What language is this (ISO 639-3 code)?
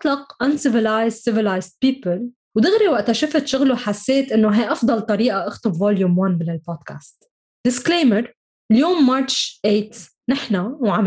apc